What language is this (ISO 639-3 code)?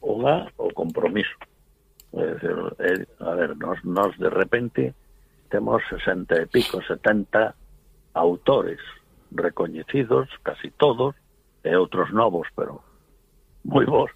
glg